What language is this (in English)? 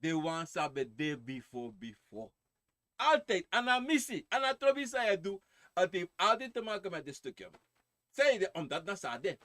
Sranan Tongo